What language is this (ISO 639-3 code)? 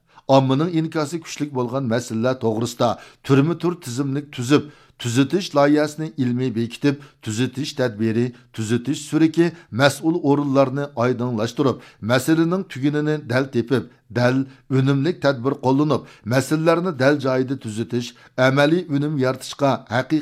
uig